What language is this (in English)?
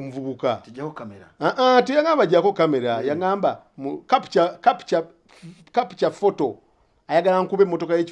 Ganda